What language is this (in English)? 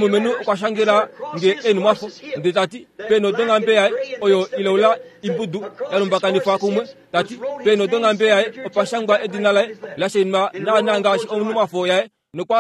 Kuanyama